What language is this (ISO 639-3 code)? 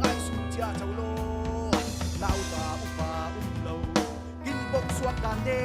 cfm